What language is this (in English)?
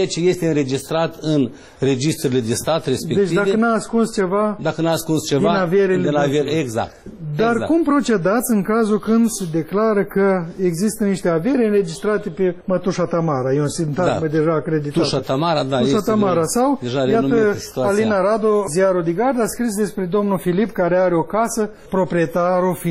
Romanian